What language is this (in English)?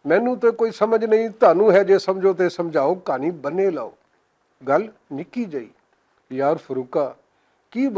Western Panjabi